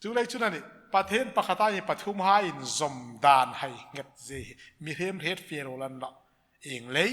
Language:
Hmar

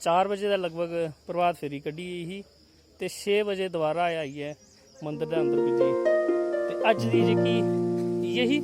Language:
Dogri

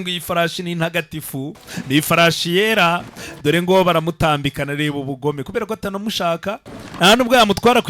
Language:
Kinyarwanda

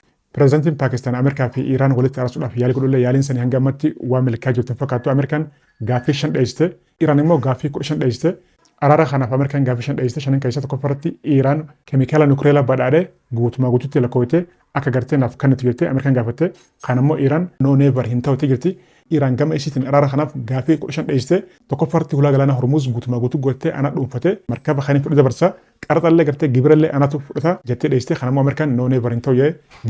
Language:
Oromo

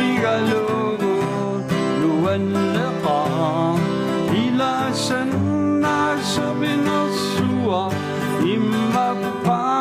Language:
Kalaallisut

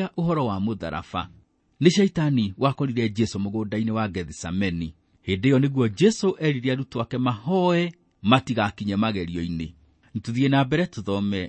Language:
Kikuyu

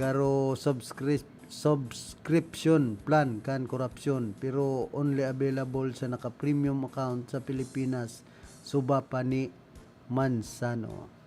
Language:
Bikol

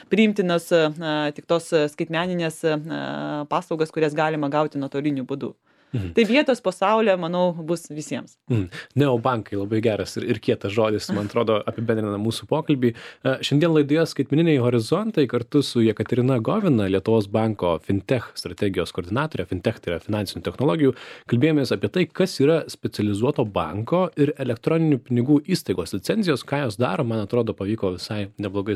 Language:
Lithuanian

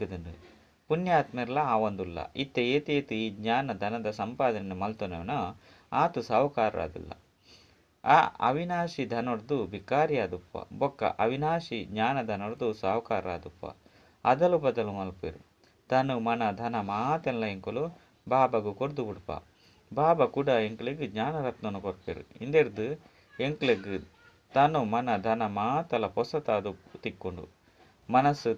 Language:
Tulu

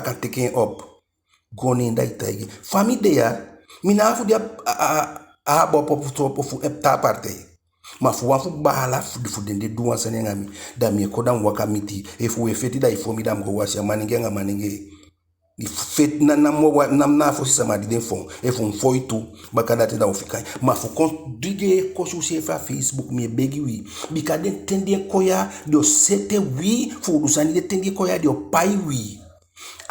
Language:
Eastern Maroon Creole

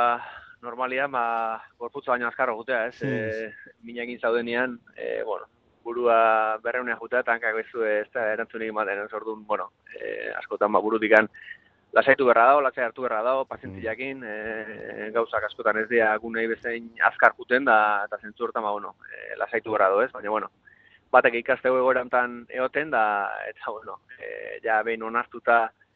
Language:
Basque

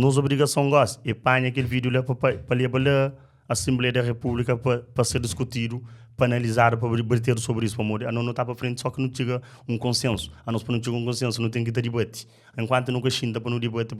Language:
Kabuverdianu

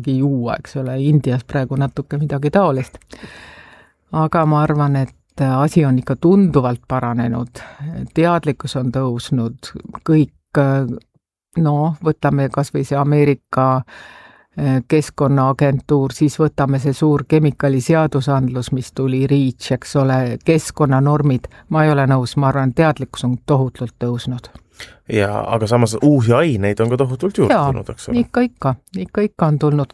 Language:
Estonian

